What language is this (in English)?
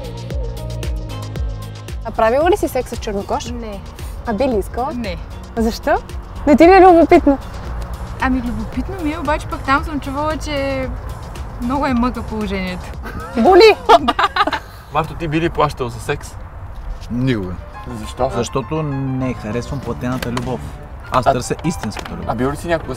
Bulgarian